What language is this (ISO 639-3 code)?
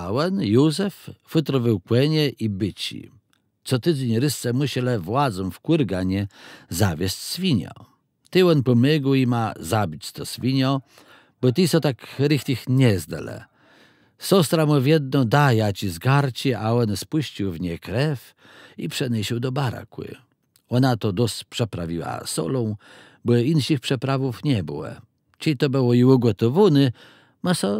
csb